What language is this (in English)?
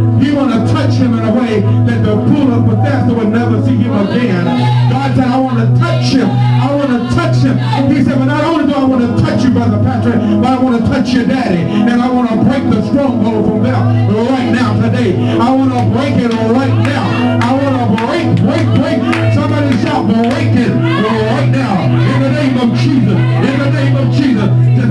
English